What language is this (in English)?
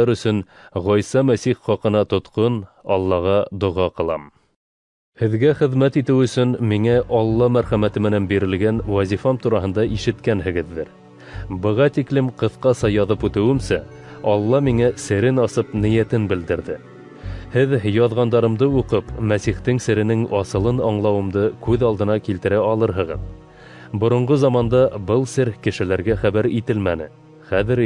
Bashkir